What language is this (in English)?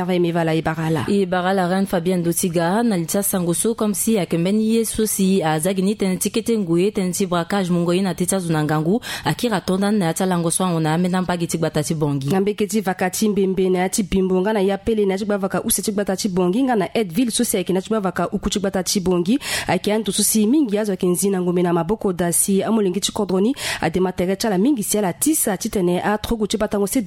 Sango